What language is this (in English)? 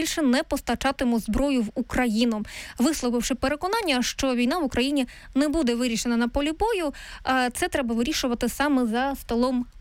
Ukrainian